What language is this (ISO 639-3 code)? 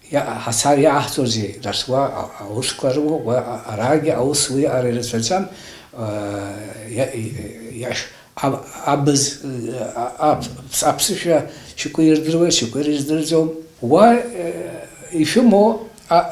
abk